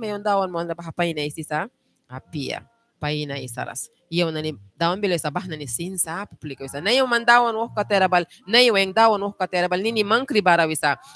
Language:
Mískito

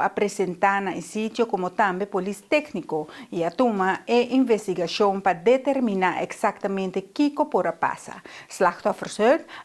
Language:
Papiamento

